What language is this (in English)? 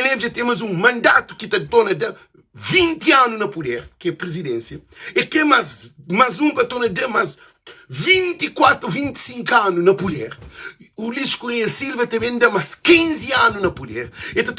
Kabuverdianu